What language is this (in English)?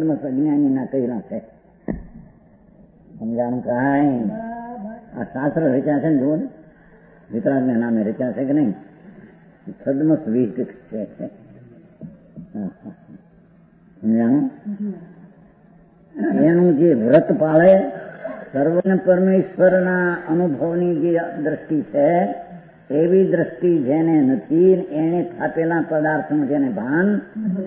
Gujarati